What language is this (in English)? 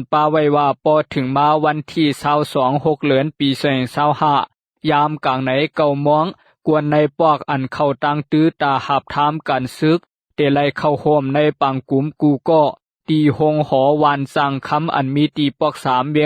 Shan